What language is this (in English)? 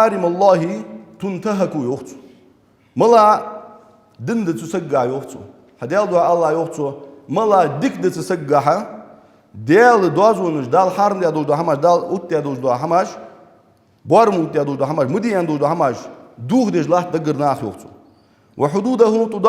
Ingush